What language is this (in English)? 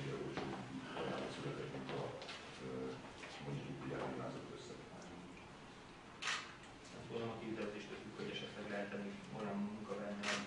Hungarian